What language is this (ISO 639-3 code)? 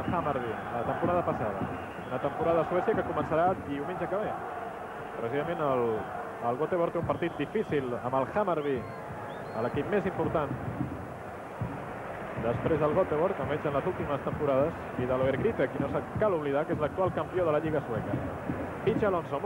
cat